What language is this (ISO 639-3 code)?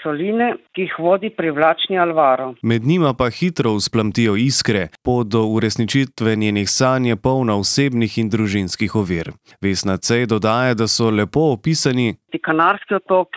slv